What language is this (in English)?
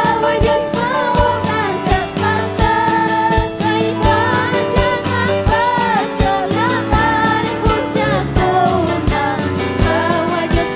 Ayacucho Quechua